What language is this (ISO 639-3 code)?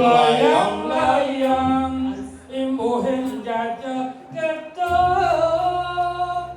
ban